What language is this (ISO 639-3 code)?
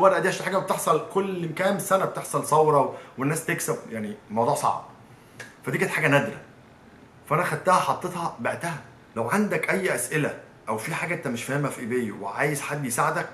arz